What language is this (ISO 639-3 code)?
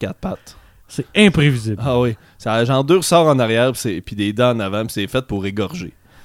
fra